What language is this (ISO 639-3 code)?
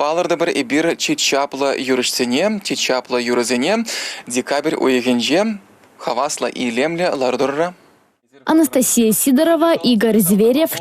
chv